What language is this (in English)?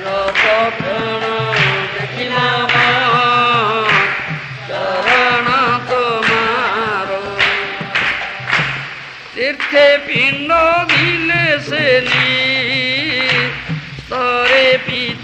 Odia